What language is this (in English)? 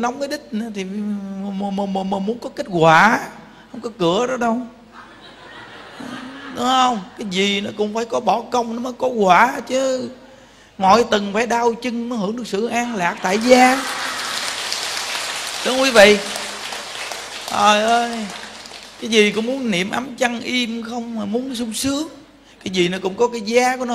Vietnamese